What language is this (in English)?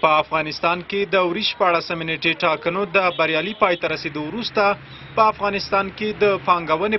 Pashto